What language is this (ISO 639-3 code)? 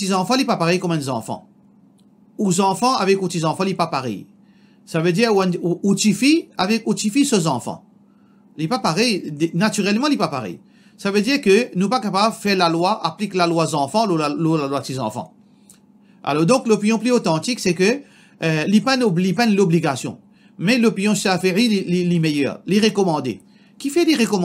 mfe